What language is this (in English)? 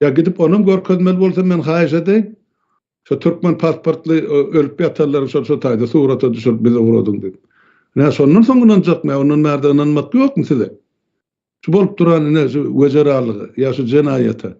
Turkmen